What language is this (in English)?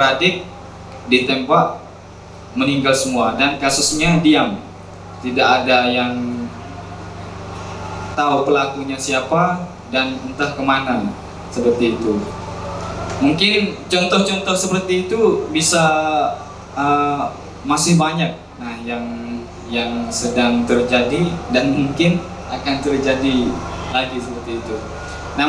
Indonesian